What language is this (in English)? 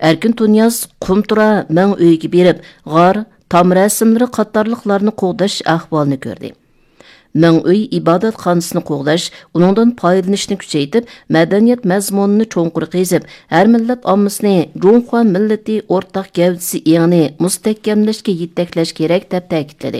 Uyghur